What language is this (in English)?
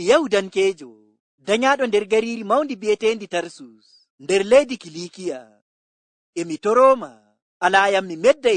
Fula